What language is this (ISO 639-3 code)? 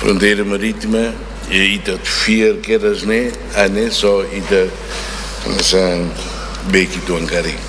tet